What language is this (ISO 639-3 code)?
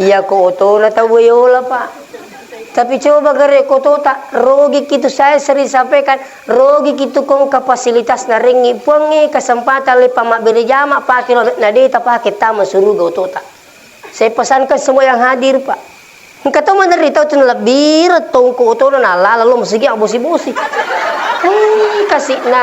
bug